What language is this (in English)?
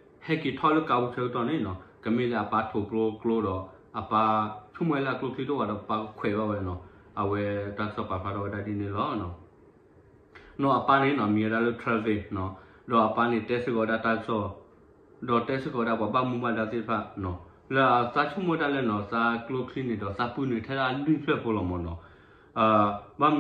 S'gaw Karen